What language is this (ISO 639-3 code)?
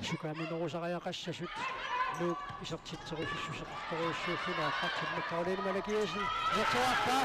kal